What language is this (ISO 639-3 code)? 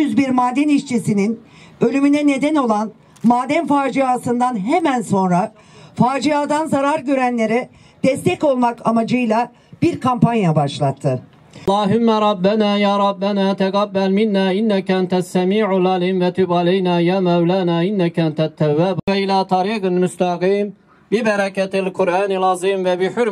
tur